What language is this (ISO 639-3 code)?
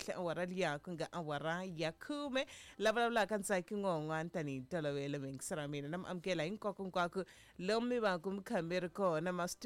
tso